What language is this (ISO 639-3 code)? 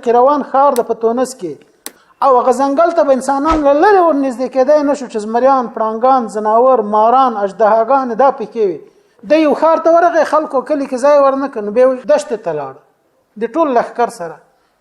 pus